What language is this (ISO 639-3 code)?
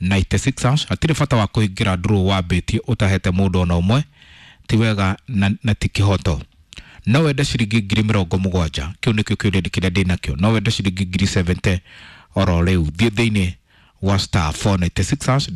kik